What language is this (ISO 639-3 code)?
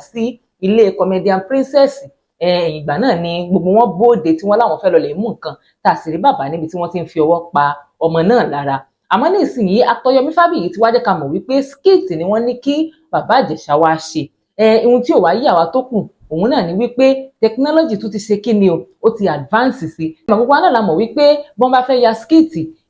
yor